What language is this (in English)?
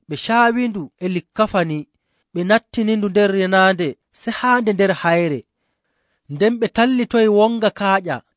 Nigerian Fulfulde